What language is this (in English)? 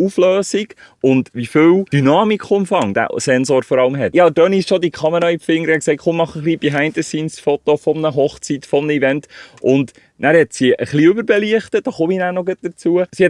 Swiss German